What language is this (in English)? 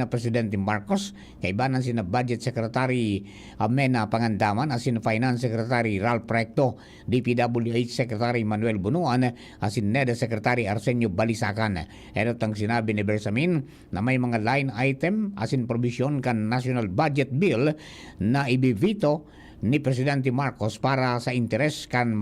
Bikol